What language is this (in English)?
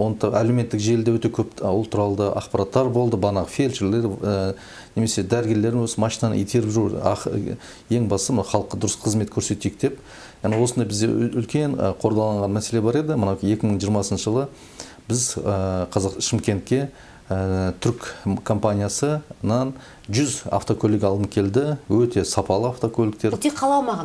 Kazakh